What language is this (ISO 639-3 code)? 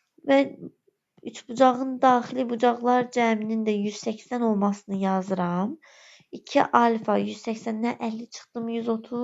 aze